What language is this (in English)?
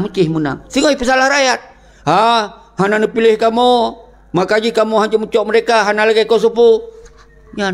Achinese